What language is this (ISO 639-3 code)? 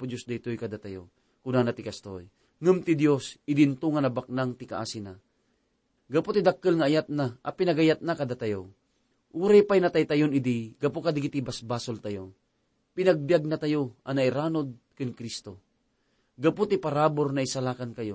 ilo